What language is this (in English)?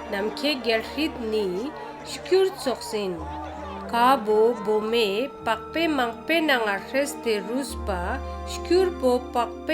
Ladakhi